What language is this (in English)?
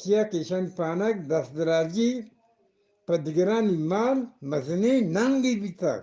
Eastern Balochi